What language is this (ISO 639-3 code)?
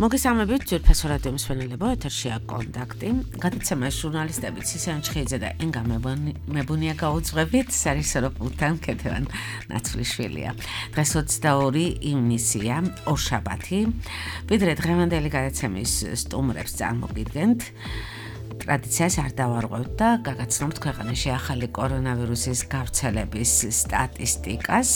kat